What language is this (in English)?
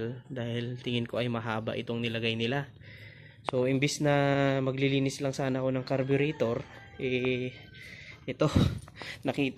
Filipino